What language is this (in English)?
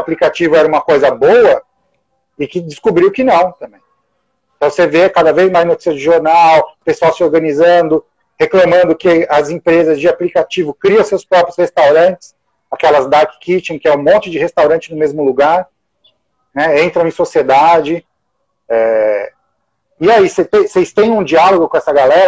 Portuguese